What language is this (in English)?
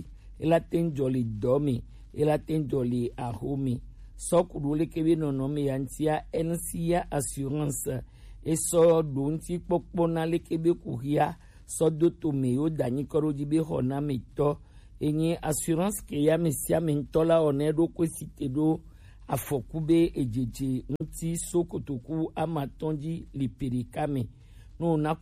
Gen